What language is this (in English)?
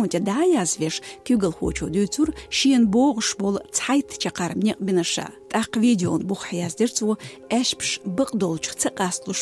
Chechen